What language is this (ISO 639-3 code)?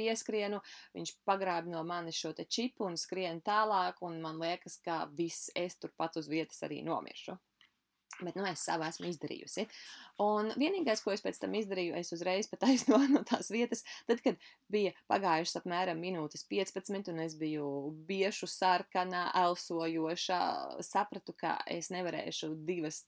lav